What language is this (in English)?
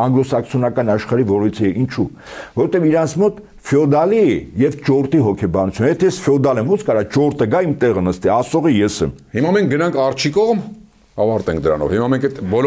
Armenian